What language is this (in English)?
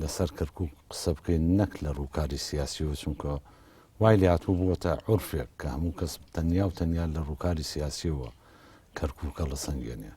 Central Kurdish